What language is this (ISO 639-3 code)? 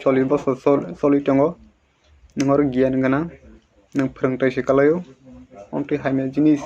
trp